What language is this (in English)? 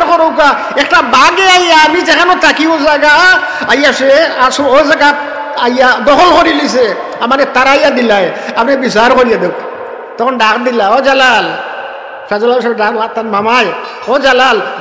Sylheti